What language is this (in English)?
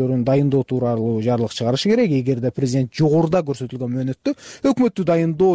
Kyrgyz